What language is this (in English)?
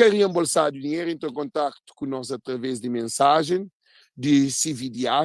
Kabuverdianu